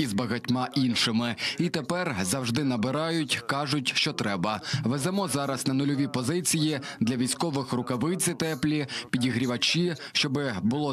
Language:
Ukrainian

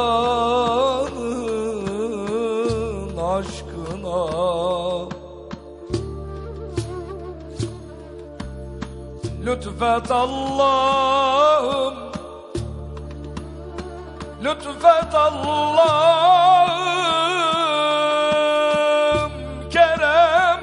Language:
Turkish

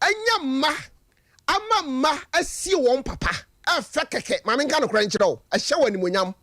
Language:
Akan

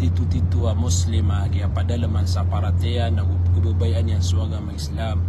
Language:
Maranao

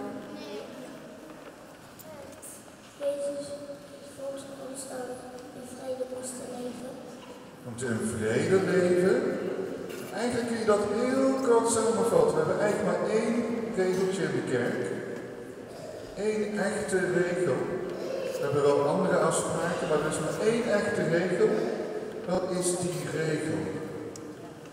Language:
Dutch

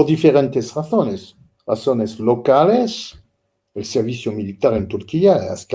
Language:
Ladino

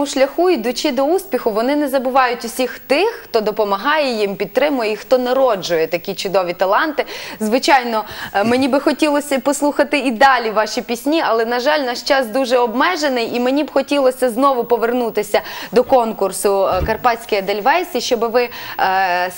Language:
Ukrainian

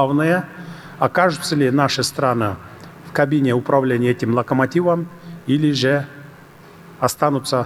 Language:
Russian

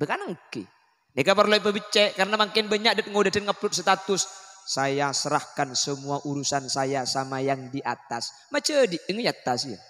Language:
Madurese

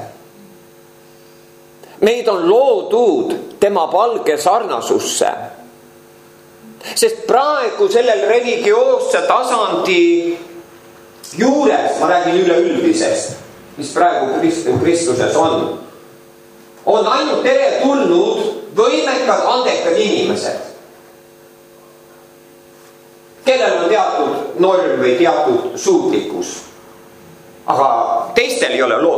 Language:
Estonian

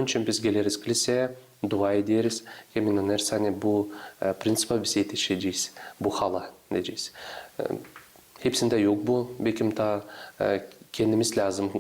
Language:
Gagauz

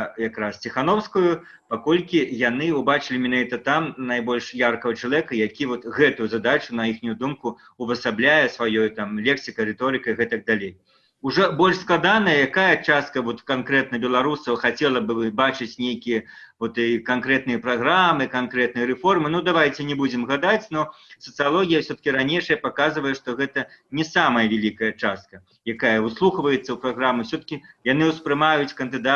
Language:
Belarusian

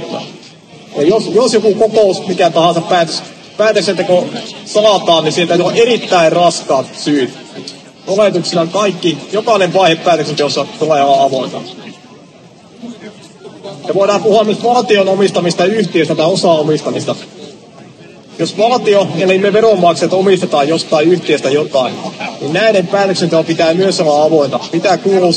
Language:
Finnish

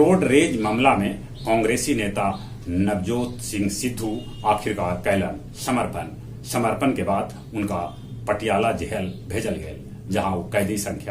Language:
Magahi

